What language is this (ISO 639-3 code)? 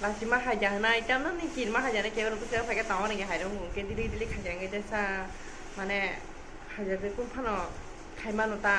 trp